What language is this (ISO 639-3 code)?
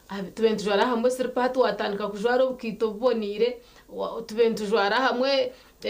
nyn